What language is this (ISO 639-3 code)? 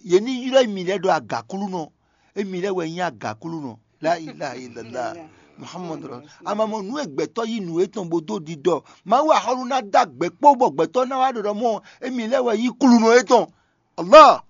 fon